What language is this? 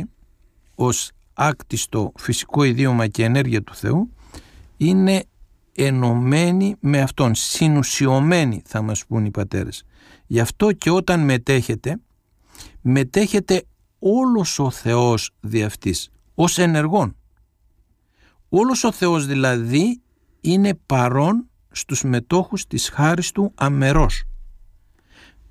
Greek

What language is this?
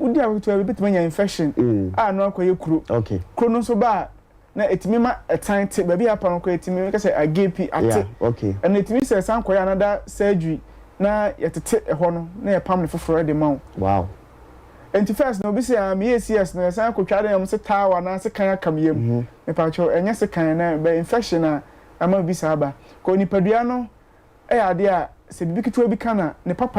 Akan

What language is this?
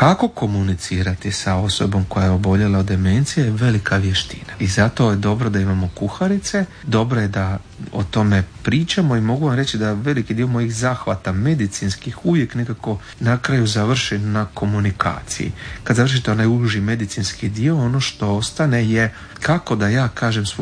Croatian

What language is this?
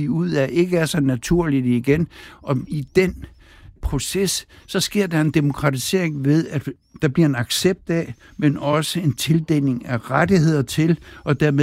Danish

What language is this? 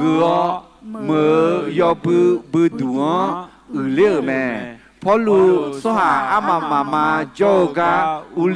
Akha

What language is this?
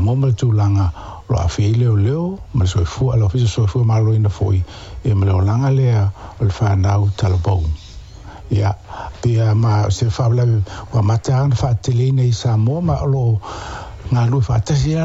Samoan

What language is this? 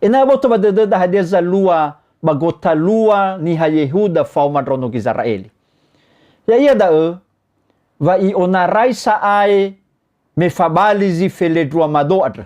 Nias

